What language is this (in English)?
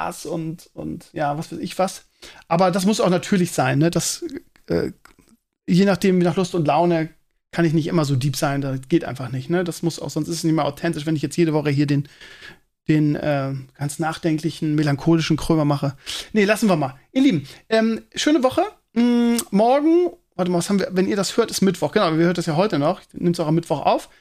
German